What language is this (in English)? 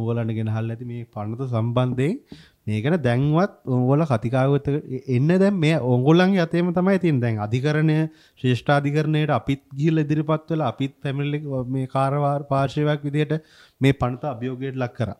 Sinhala